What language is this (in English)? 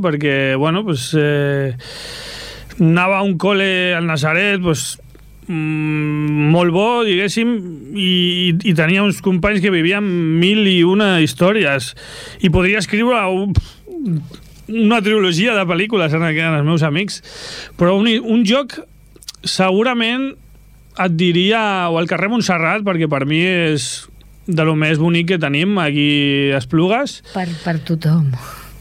Catalan